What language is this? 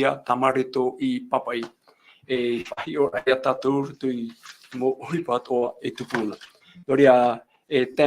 Tahitian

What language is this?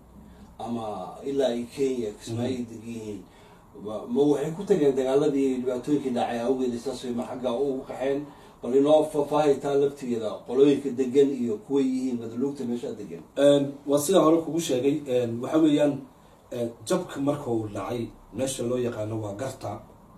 Somali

